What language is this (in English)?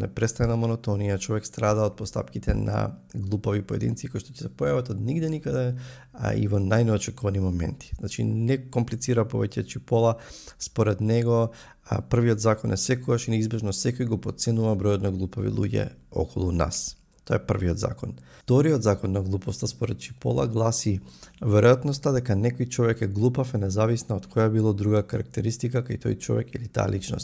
Macedonian